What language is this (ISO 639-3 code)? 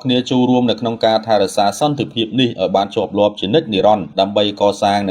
khm